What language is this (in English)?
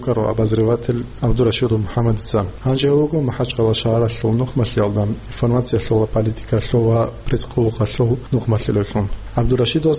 Avaric